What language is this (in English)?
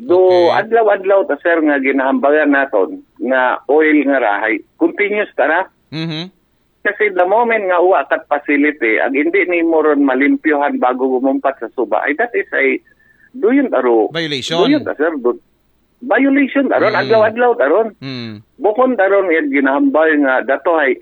Aklanon